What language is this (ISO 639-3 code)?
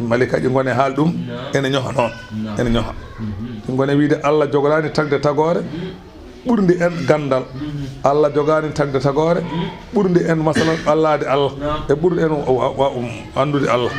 ful